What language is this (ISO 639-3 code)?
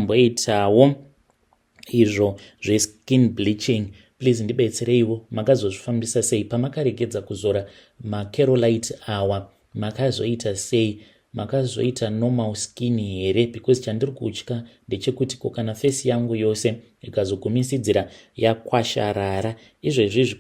sna